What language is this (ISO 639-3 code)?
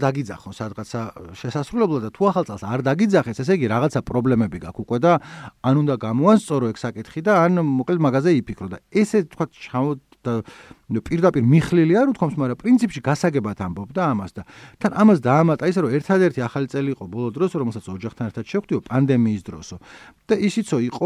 kat